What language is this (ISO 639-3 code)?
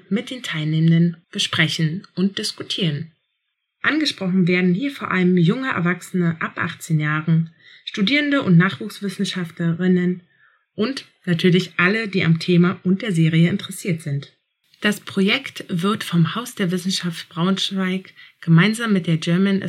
deu